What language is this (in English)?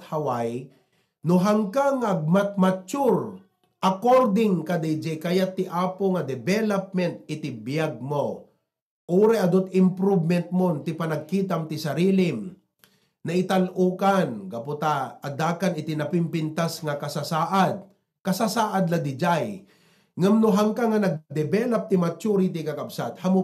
Iloko